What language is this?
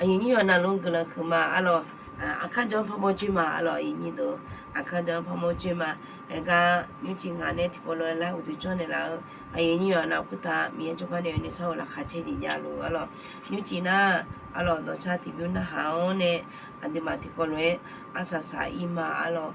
Akha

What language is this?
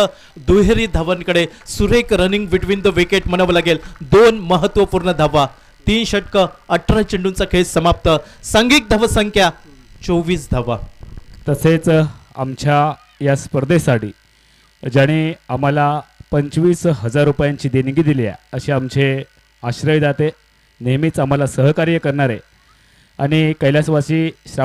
Marathi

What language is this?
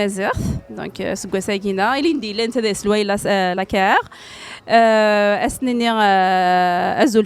Kabyle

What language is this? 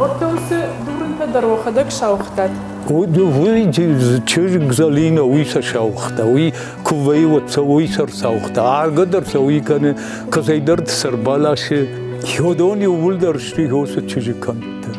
Ossetic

